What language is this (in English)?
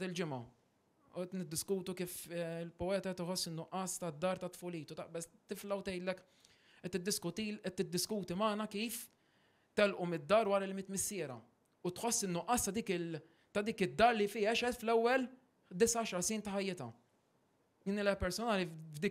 Maltese